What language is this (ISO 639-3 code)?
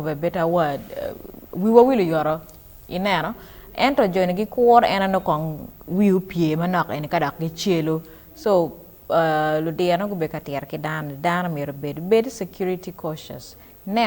ach